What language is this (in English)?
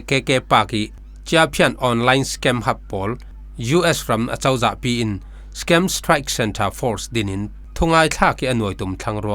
Falam Chin